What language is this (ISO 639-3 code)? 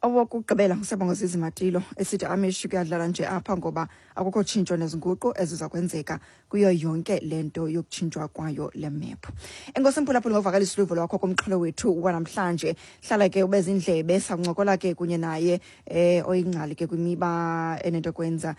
xho